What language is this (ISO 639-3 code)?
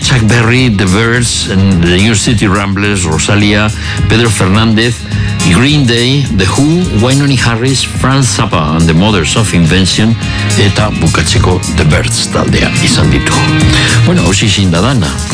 eus